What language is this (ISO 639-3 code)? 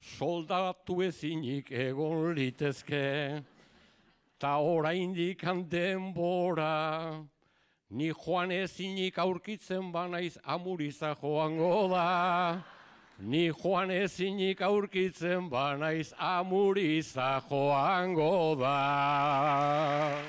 eus